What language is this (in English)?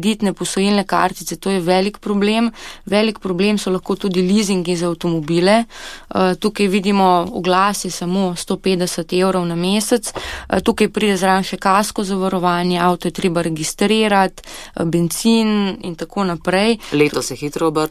Slovenian